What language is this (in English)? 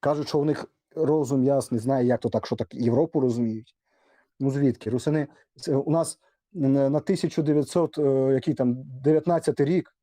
Rusyn